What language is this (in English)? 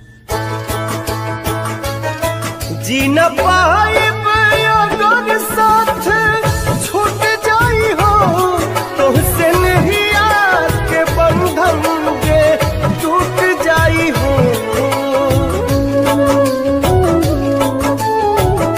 Bhojpuri